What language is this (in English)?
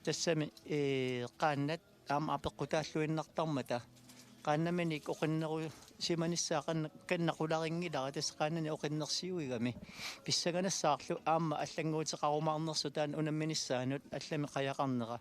Kalaallisut